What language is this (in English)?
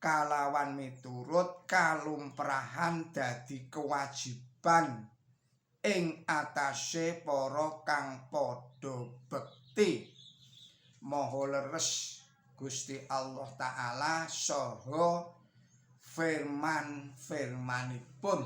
Javanese